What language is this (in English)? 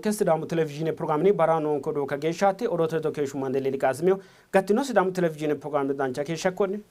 Sidamo